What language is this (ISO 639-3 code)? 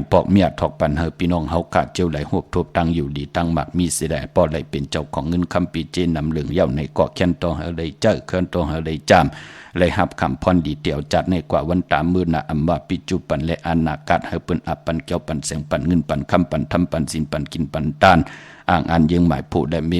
shn